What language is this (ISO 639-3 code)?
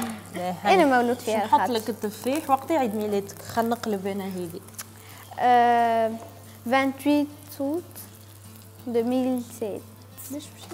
aeb